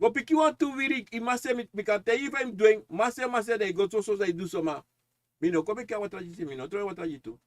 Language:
Sranan Tongo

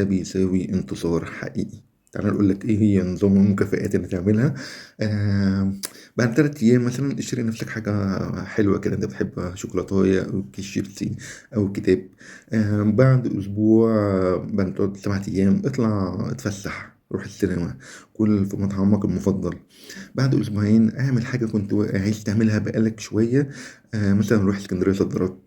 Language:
Egyptian Arabic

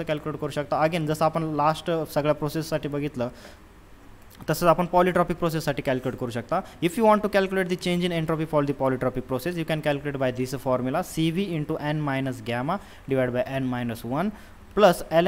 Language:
Marathi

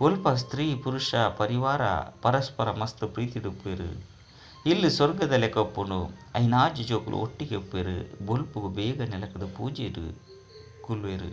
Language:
Tulu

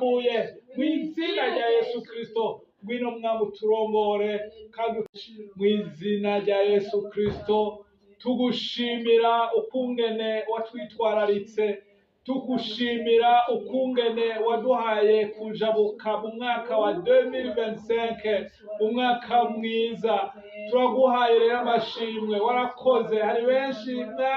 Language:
Rundi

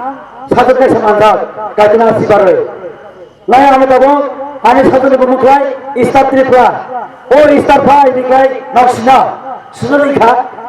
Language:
Kok Borok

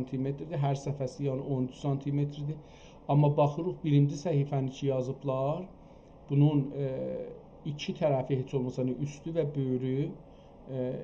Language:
South Azerbaijani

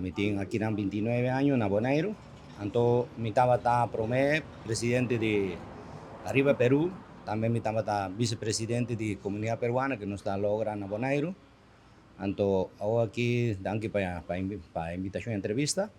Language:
Papiamento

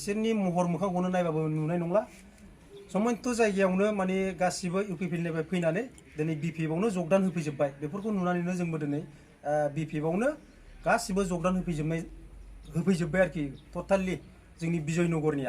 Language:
Bodo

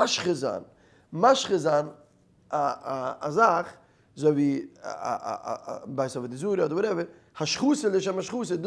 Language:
Yiddish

